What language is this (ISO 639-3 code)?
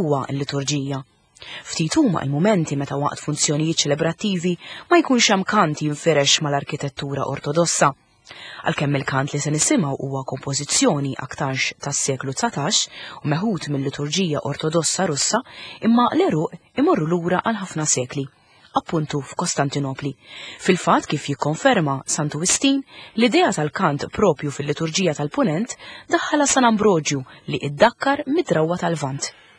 mlt